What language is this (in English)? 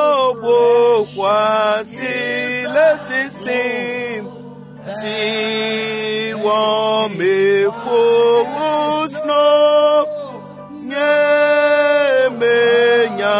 Ewe